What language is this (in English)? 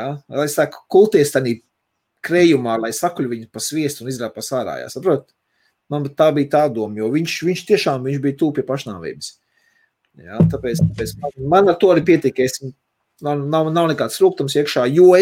Latvian